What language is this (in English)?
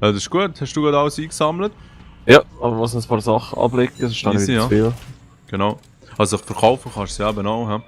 Swiss German